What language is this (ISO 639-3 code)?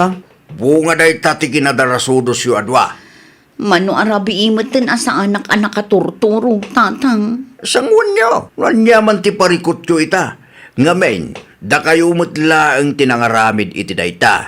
ilo